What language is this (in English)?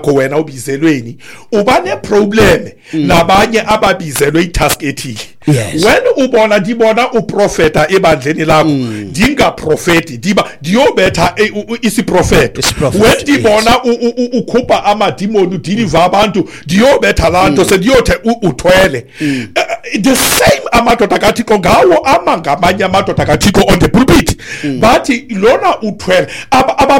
Xhosa